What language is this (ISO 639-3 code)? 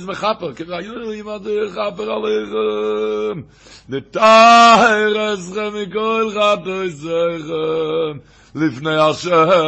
yid